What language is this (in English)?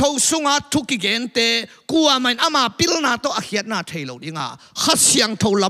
Tedim Chin